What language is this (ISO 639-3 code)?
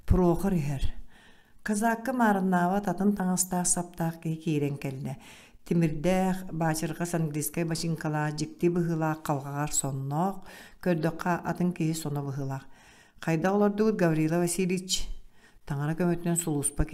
sah